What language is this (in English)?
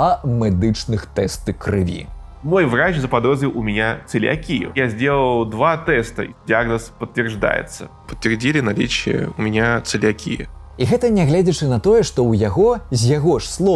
Belarusian